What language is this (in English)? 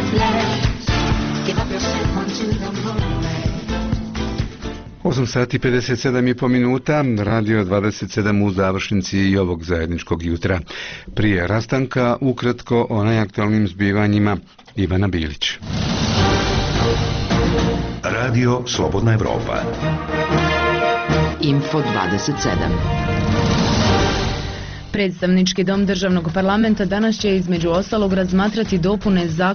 Bosnian